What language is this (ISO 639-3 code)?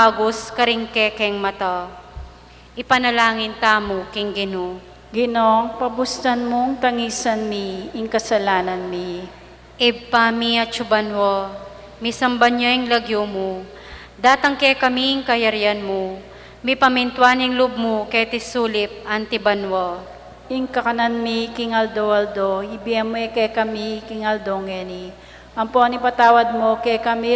pam